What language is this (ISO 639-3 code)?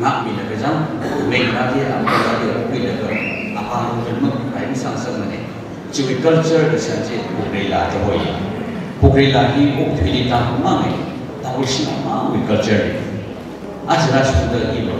nmf